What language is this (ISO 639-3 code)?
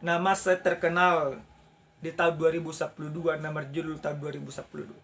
bbc